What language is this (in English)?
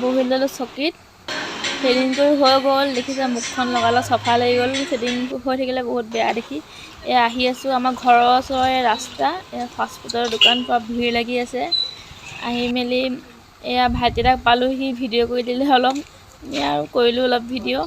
Assamese